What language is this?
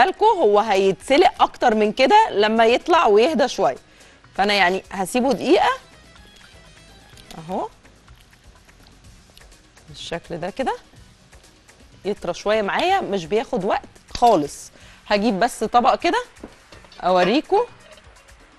Egyptian Arabic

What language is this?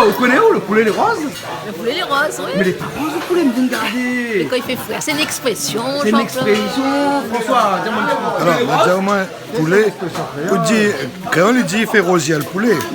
Réunion Creole French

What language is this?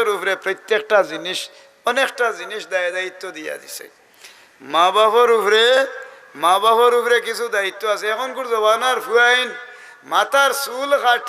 Sylheti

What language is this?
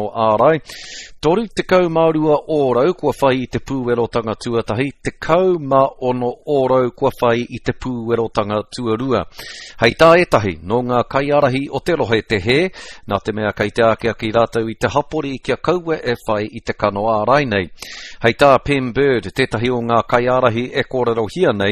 Māori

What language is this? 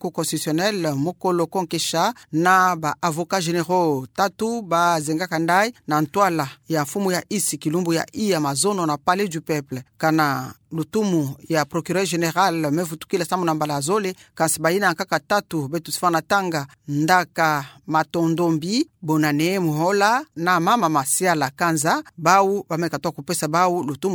Kituba (Democratic Republic of Congo)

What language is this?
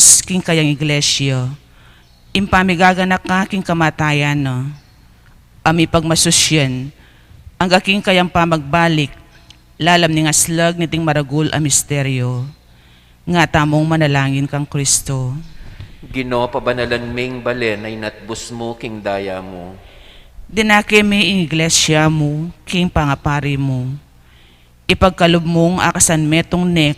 Pampanga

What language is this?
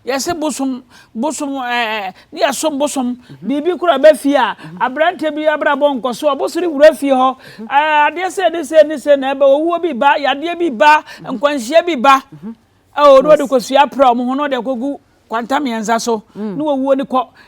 Akan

